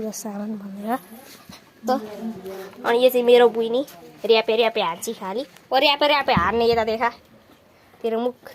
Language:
Nepali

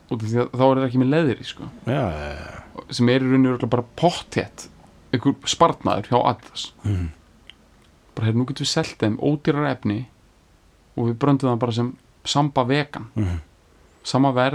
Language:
Icelandic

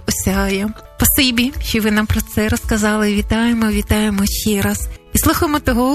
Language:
Ukrainian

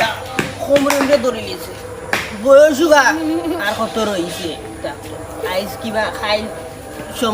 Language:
Sylheti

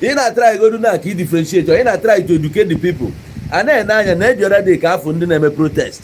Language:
Igbo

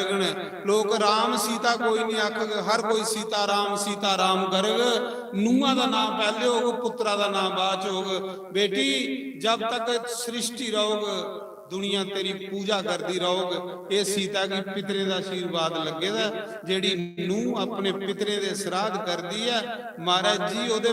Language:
Dogri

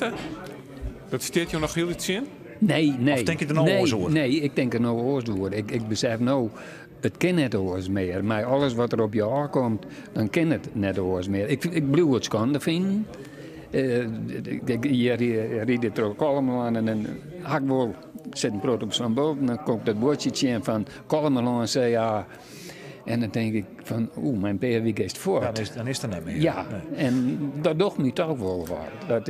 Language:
Western Frisian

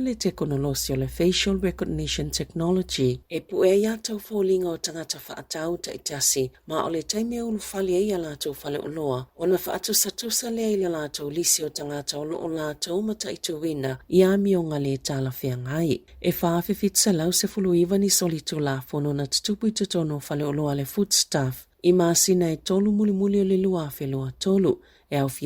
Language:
Samoan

